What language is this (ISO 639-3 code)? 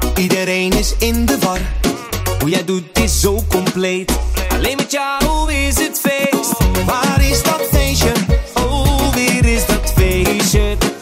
nld